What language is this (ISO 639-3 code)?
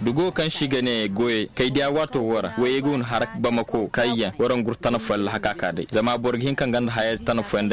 ses